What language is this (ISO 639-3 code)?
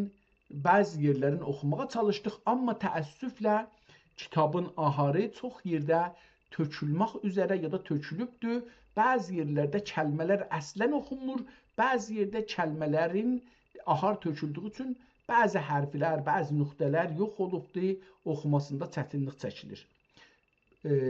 azb